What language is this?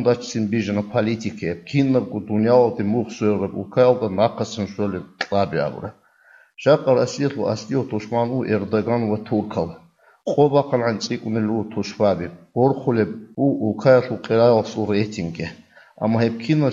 Avaric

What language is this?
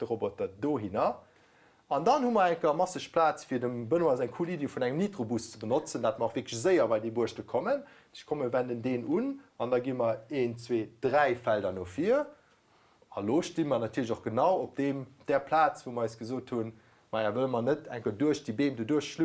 Luxembourgish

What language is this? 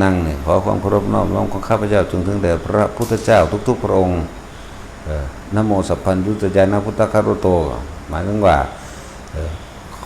Northeastern Thai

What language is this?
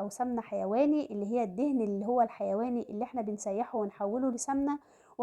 Egyptian Arabic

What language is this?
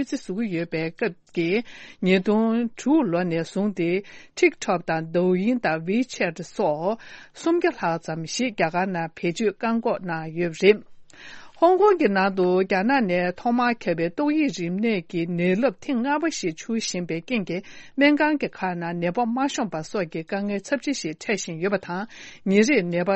Tibetan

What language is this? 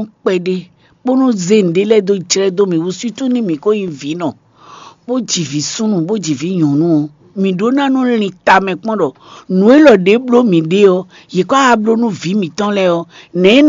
Fon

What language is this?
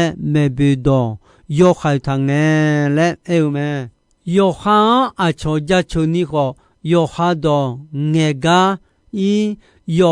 Akha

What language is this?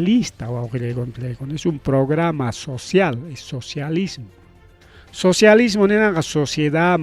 Ayacucho Quechua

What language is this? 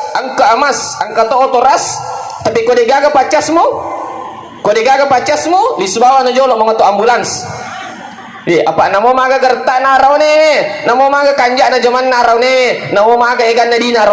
Buginese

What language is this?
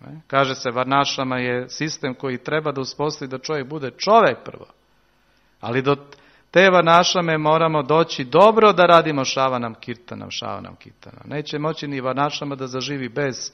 Serbian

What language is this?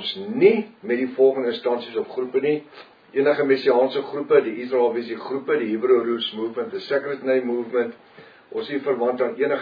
Afrikaans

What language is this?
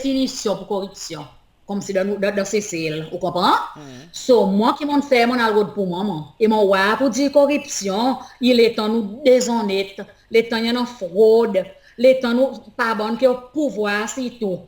Seselwa Creole French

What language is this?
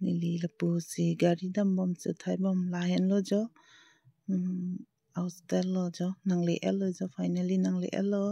Karbi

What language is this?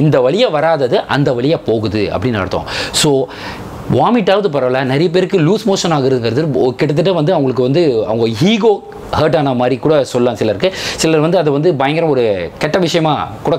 Tamil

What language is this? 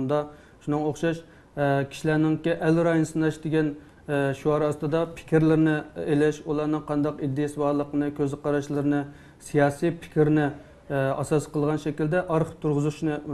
Uyghur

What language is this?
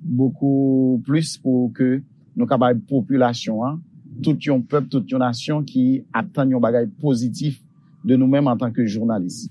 Haitian Creole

